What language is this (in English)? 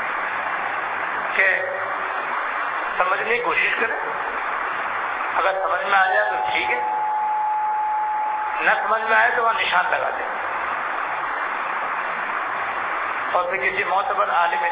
Urdu